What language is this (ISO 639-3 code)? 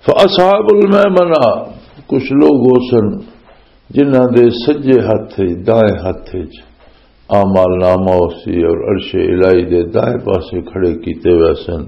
lah